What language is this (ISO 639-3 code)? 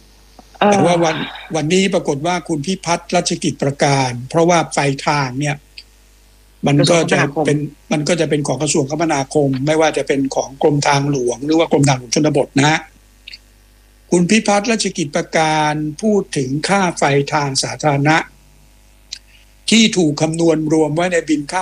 tha